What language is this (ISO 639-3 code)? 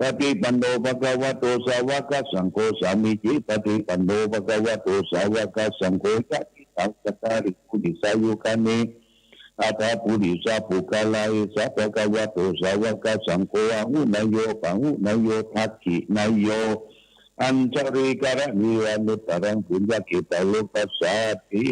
pli